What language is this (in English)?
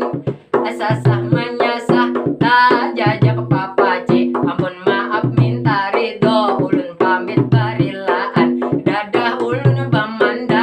Banjar